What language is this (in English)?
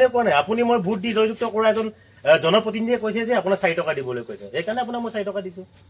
Assamese